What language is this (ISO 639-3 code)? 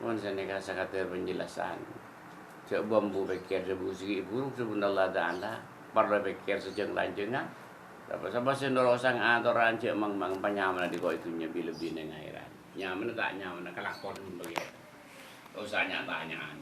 mad